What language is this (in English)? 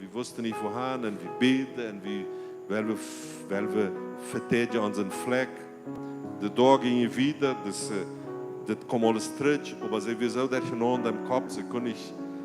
Plautdietsch